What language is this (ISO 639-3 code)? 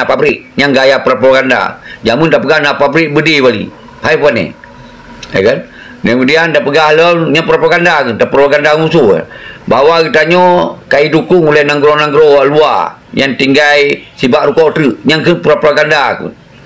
ace